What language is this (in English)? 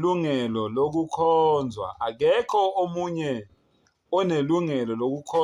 Zulu